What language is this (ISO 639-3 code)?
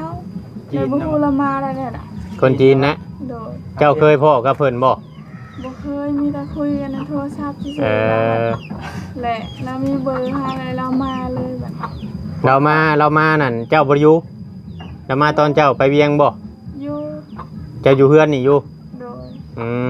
tts